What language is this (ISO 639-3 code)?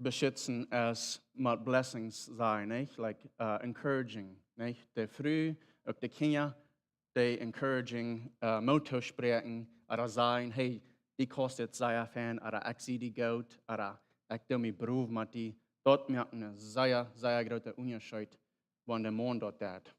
pdt